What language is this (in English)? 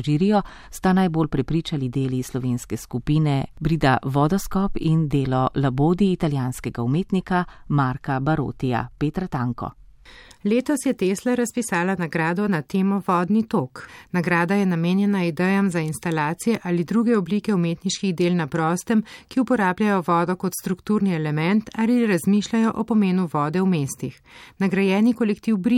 Slovenian